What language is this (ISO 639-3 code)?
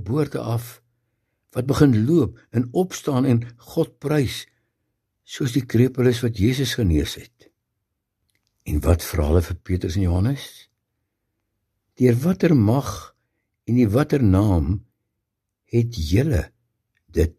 afr